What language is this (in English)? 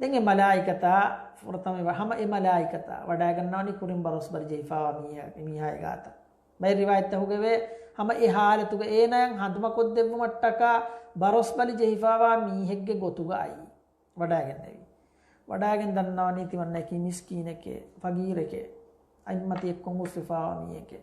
Divehi